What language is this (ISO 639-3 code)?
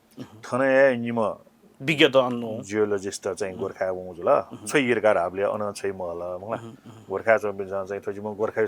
new